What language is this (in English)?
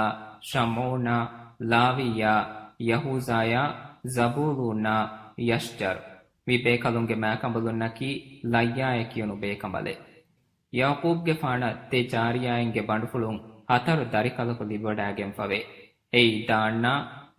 Divehi